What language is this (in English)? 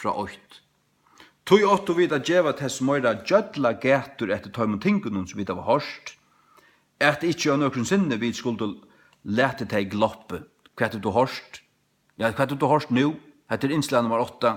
Faroese